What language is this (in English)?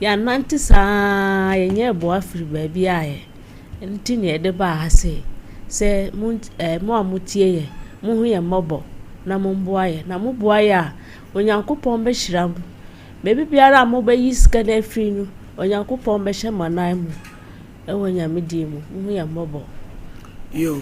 Akan